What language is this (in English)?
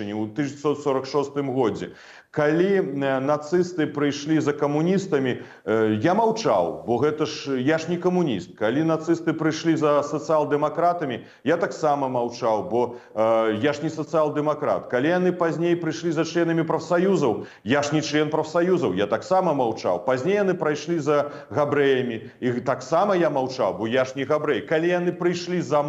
Belarusian